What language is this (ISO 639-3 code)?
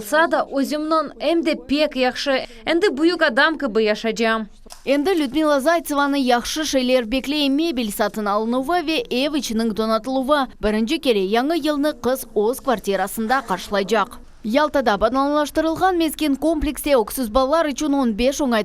crh